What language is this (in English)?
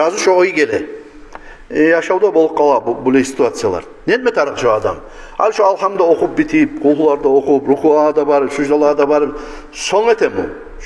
Kumyk